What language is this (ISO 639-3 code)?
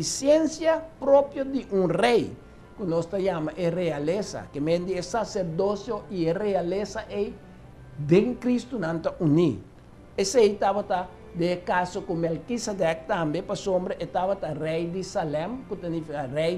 pap